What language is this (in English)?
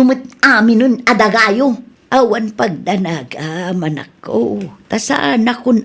Iloko